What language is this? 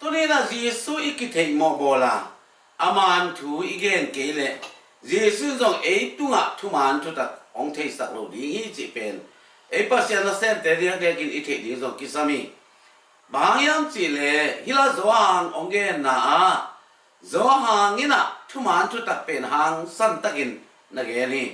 Tedim Chin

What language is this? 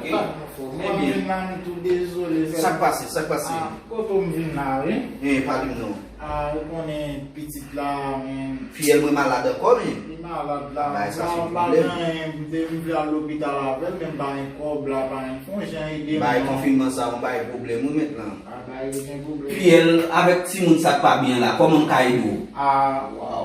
Haitian Creole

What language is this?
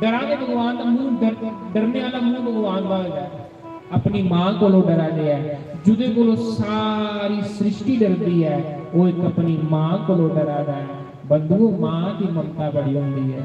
Dogri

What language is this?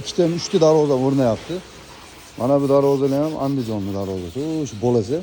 Uzbek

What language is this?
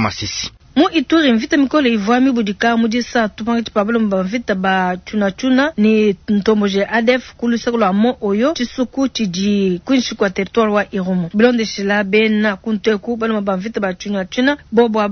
Luba-Lulua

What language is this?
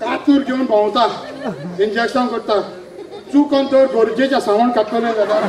Konkani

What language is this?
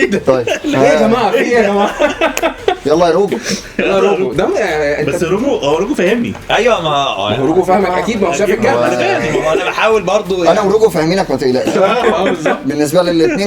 Egyptian Arabic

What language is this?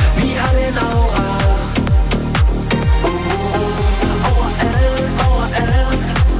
Danish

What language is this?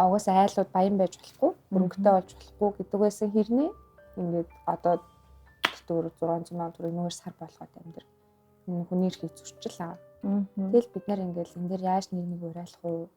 Mongolian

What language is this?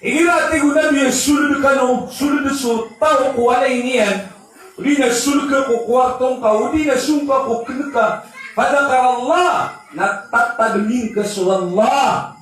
Maranao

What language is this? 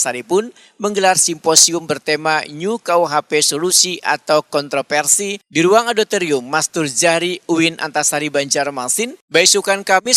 Banjar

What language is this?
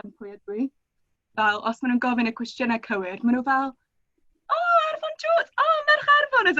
Welsh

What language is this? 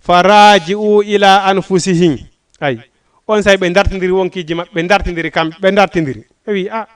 Fula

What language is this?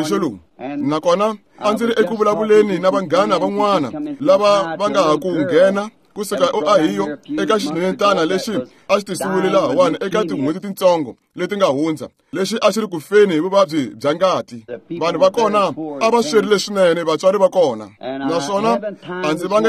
Tsonga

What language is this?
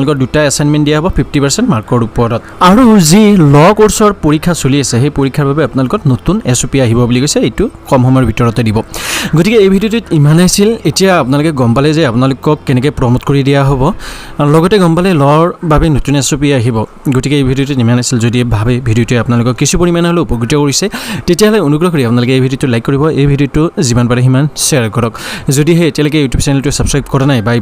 Assamese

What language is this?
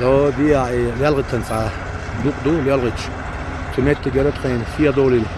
Chechen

